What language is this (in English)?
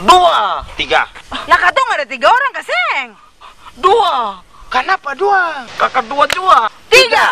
Ambonese Malay